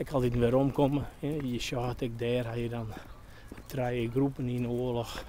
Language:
Western Frisian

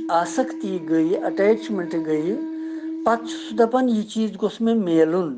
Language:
Kashmiri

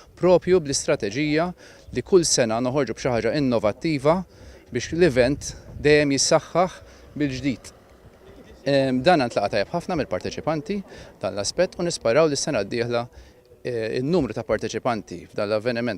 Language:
Maltese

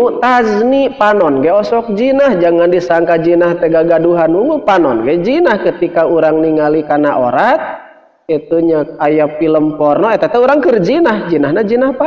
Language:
Sundanese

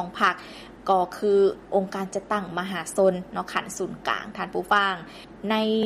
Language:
Lao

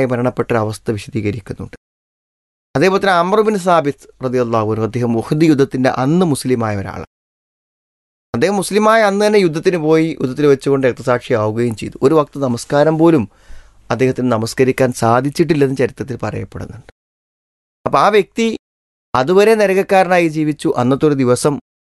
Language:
Malayalam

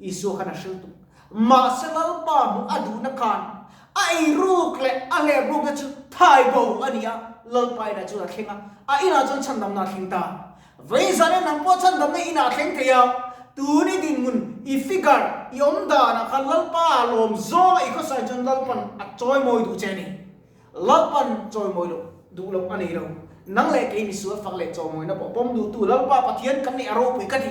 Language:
Mizo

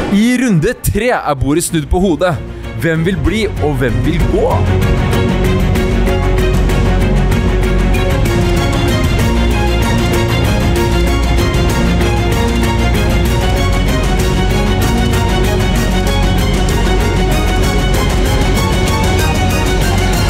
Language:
Norwegian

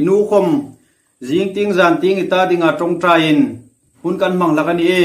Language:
Hmar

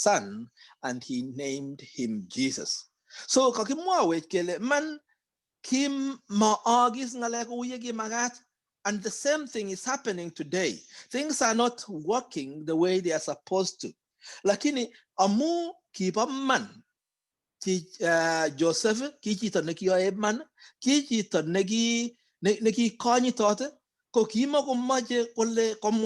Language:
Kalenjin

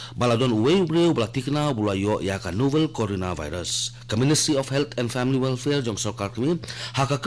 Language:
Khasi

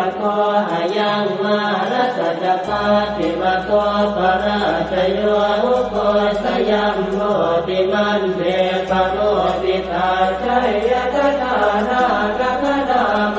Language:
Pali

